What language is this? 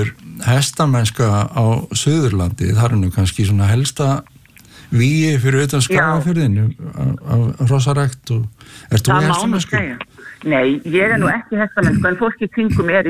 Icelandic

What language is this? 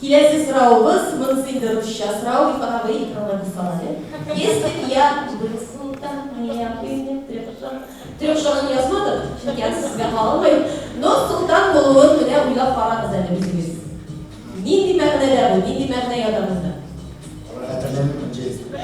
Tatar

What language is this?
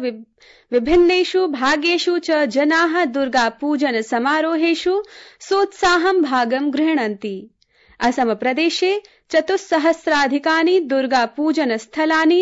Sanskrit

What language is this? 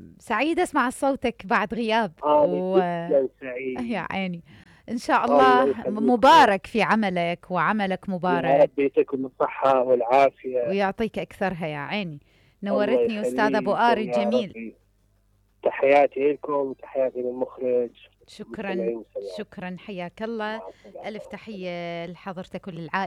Mesopotamian Arabic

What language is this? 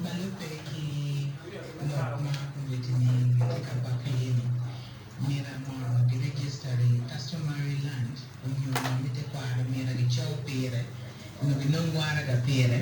Acoli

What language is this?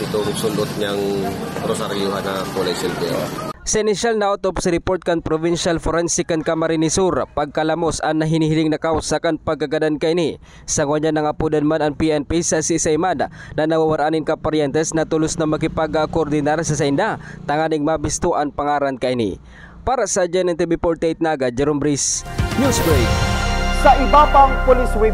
Bikol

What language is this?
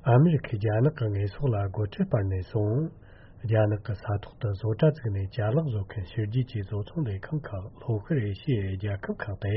Tibetan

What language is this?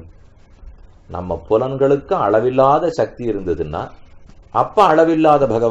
Tamil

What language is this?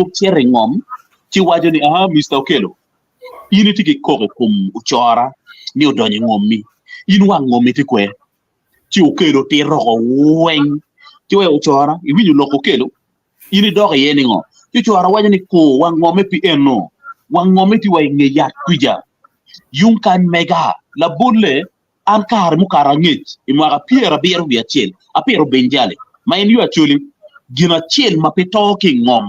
Acoli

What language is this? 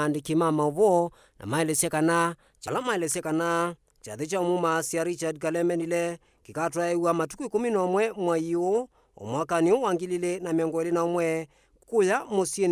Kamba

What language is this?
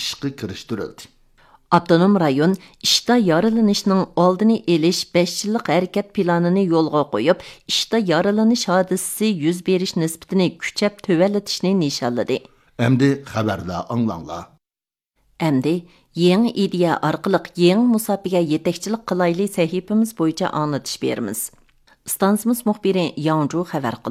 Uyghur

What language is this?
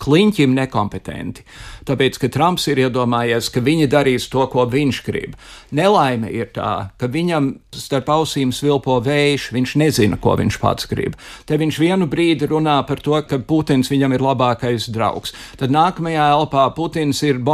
Latvian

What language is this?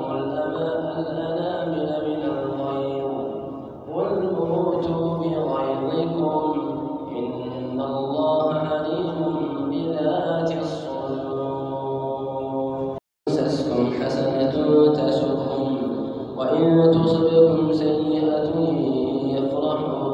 Arabic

